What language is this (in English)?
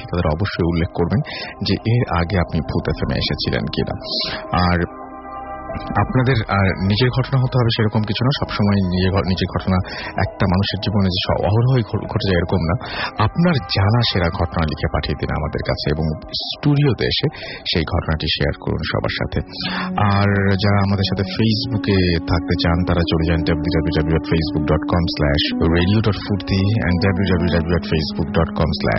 Bangla